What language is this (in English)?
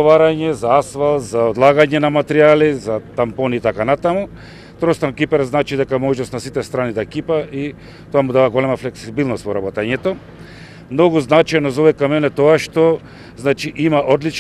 Macedonian